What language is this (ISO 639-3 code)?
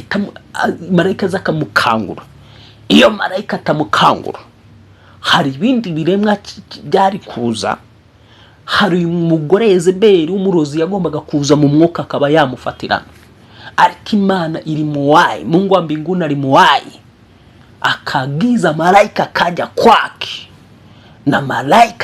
kin